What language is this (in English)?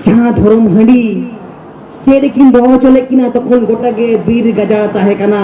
Santali